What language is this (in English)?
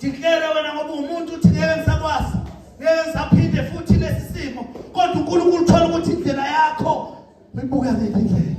Zulu